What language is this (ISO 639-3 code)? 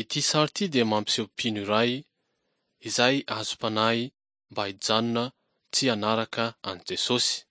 mlg